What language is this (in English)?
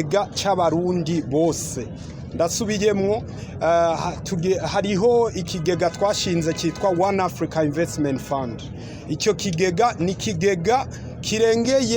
Rundi